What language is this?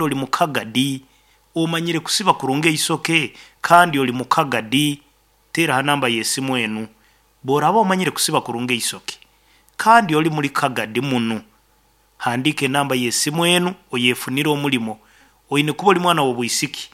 Nyankole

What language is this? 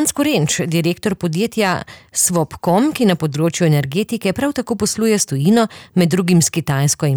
Slovenian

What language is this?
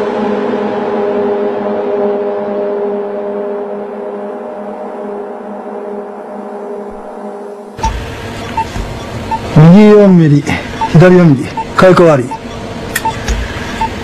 Japanese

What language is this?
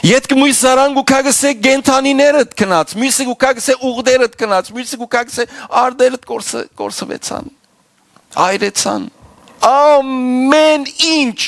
Western Armenian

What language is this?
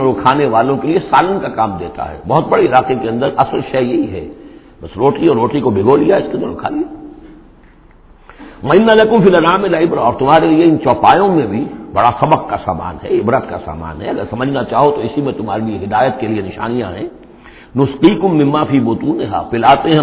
Urdu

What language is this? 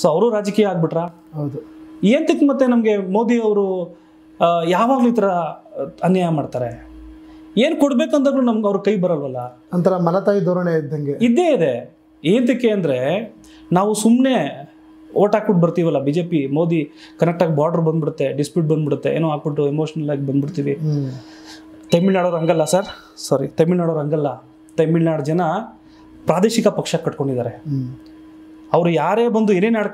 Kannada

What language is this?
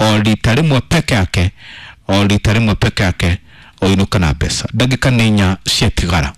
Kikuyu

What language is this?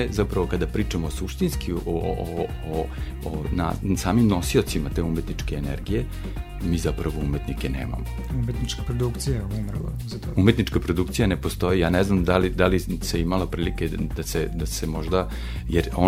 Serbian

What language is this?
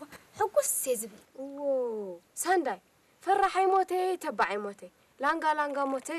Tigrinya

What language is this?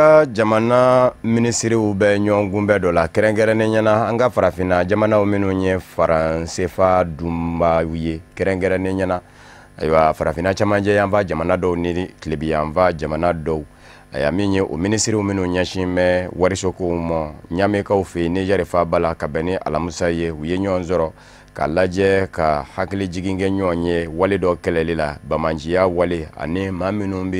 Bambara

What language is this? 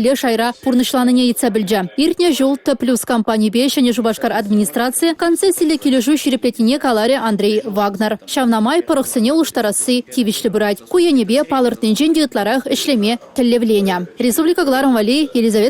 Chuvash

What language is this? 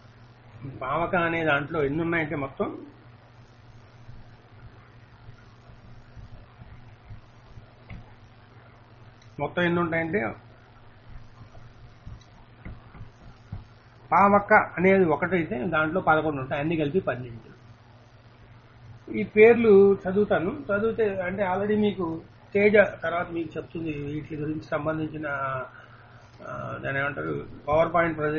Telugu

